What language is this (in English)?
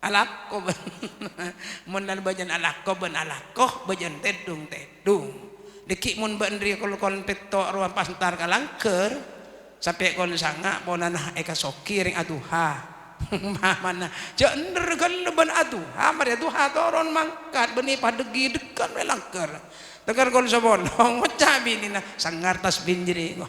Madurese